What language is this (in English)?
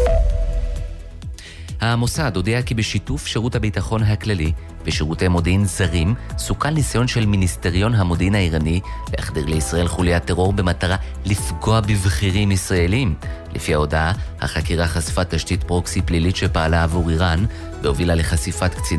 Hebrew